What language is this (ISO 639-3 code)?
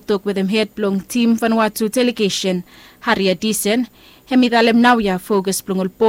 bis